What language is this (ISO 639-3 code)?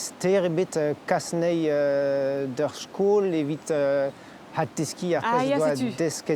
bre